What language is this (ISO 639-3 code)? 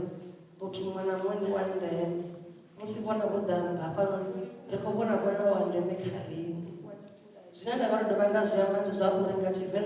ven